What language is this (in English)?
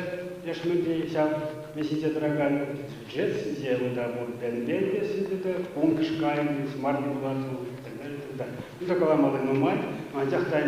Chuvash